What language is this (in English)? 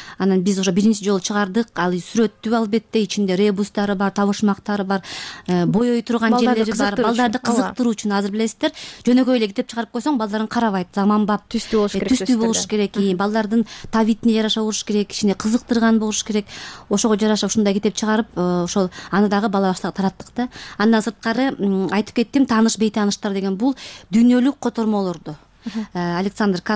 Kyrgyz